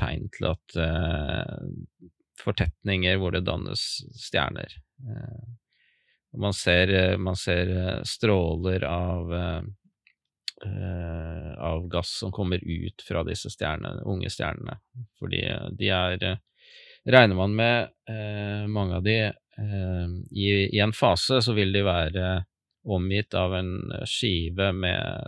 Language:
Norwegian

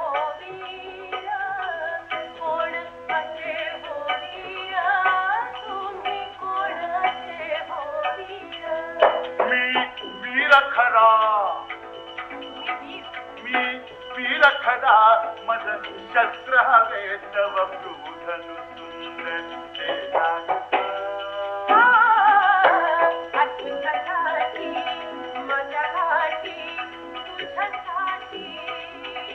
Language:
Marathi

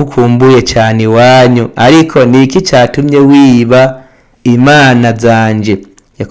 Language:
Rundi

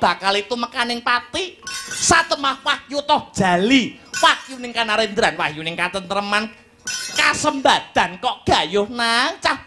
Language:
Javanese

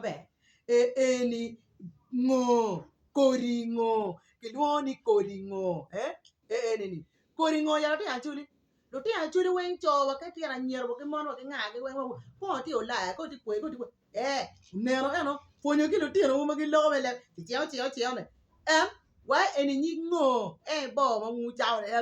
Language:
Acoli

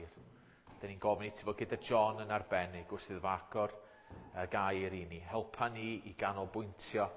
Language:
Welsh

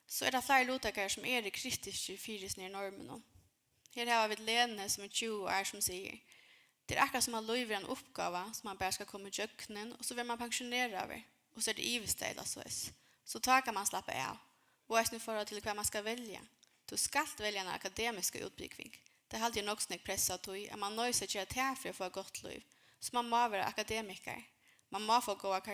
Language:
Faroese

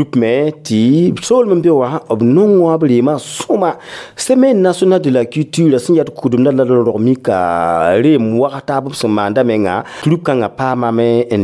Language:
Mossi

